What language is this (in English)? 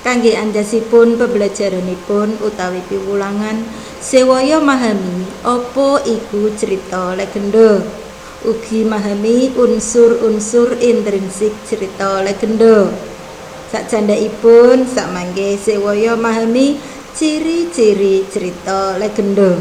Javanese